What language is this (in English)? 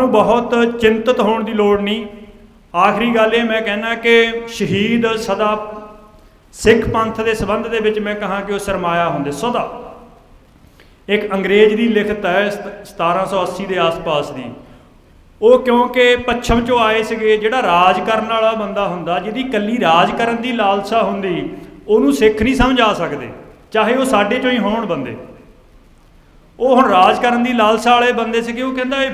Punjabi